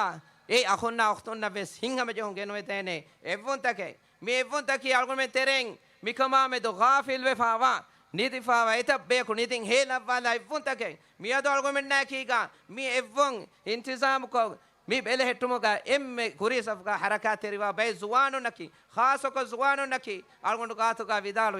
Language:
Divehi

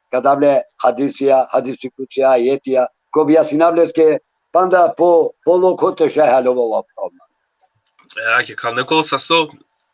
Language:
Balkan Romani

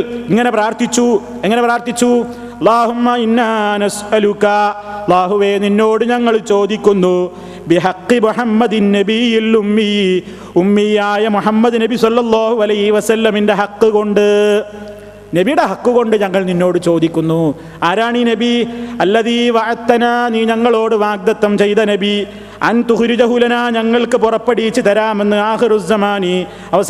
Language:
Malayalam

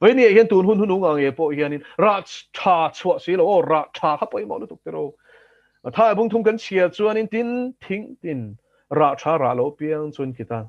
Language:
Mizo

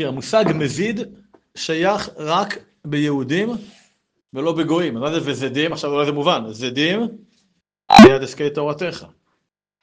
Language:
Hebrew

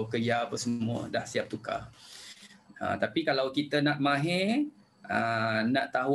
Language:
Malay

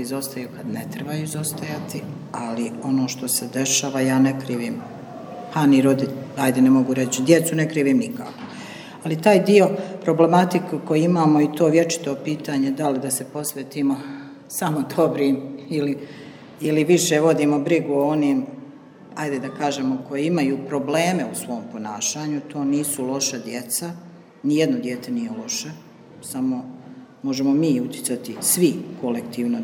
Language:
Serbian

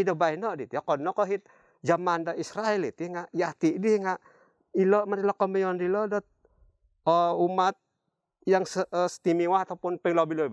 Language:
Central Dusun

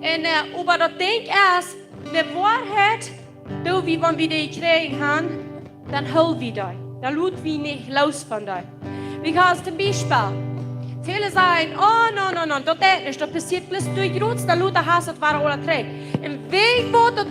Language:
Plautdietsch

